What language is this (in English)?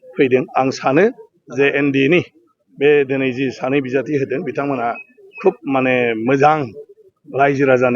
Bodo